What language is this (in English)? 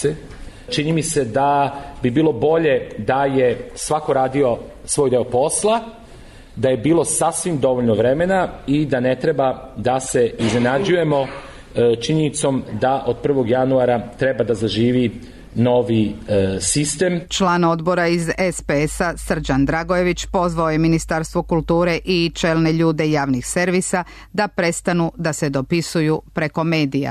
Serbian